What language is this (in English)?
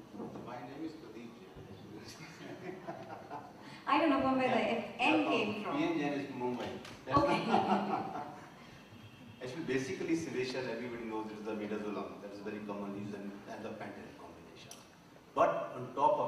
English